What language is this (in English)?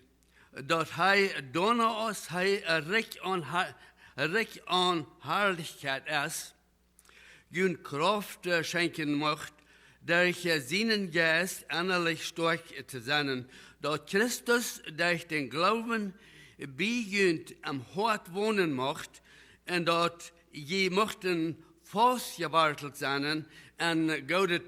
Plautdietsch